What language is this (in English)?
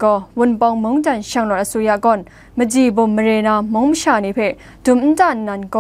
Kachin